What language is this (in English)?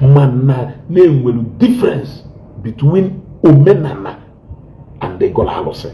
Igbo